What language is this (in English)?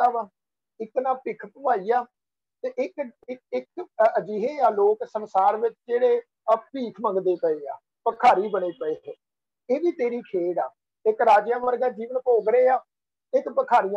Punjabi